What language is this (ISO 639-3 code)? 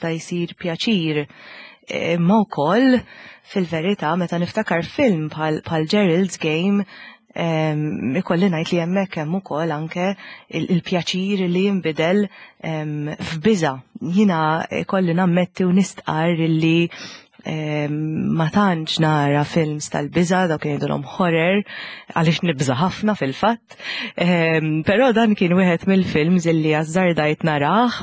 mlt